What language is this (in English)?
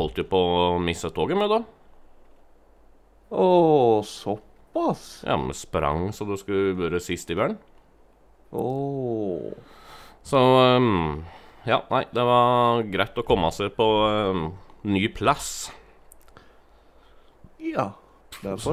Norwegian